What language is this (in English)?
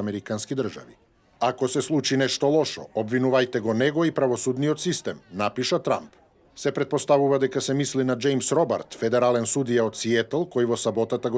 Macedonian